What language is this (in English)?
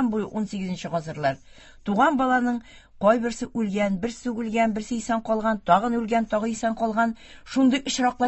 Tatar